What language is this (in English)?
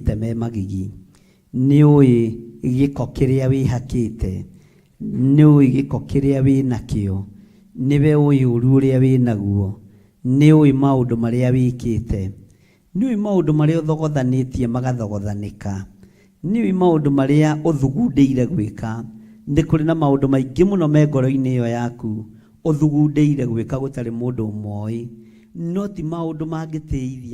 Kikuyu